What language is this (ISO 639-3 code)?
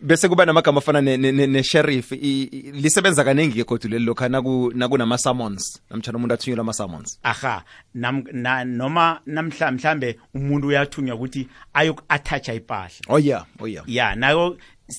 nbl